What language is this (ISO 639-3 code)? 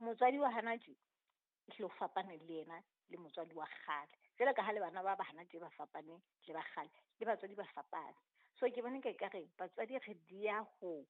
sot